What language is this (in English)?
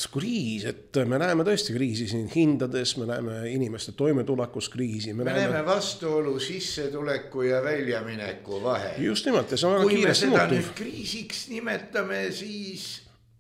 Estonian